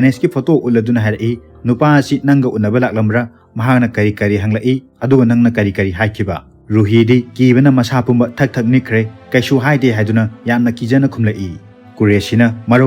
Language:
Manipuri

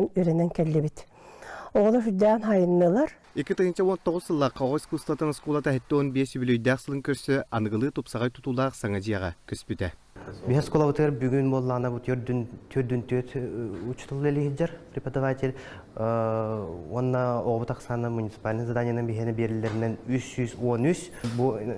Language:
Yakut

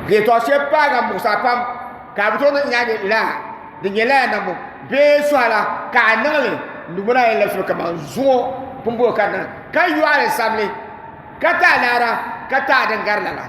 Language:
Dagbani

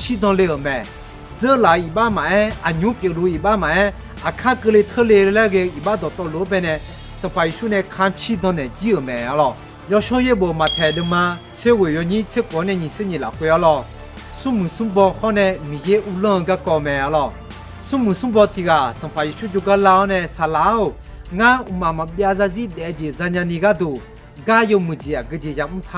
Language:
Akha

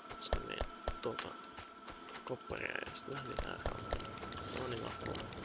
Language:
Finnish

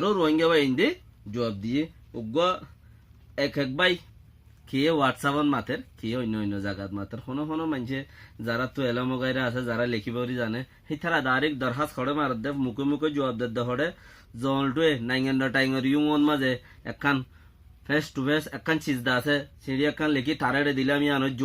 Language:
Rohingya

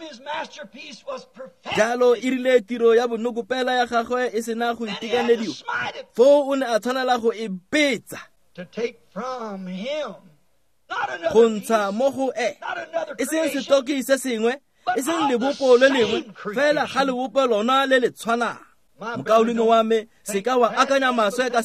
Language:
Tswana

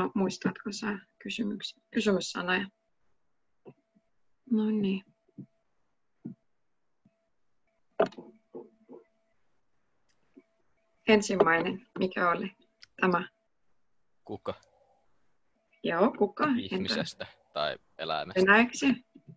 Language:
Finnish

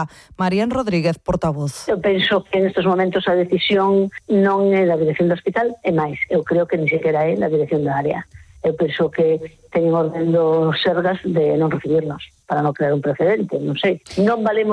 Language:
Galician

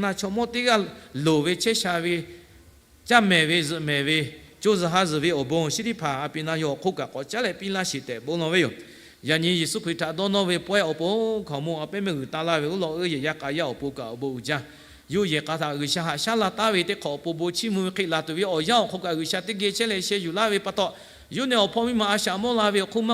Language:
Lahu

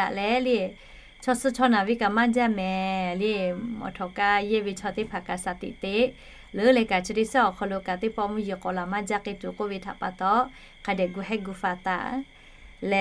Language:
Lahu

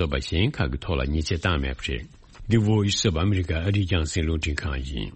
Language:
Tibetan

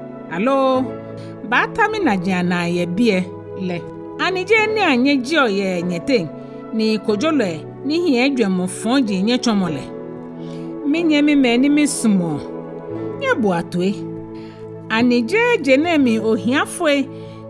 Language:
Ga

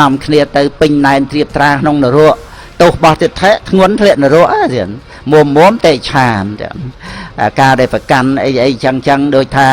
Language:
Khmer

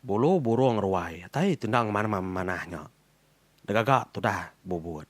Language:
Iban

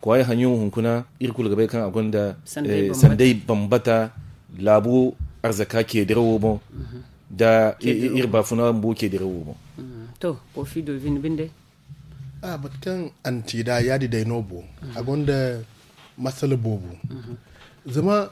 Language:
Zarma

